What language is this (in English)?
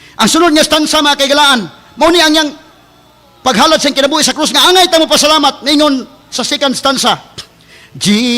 Cebuano